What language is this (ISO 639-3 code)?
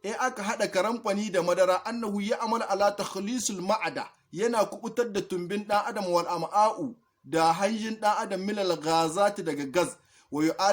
hau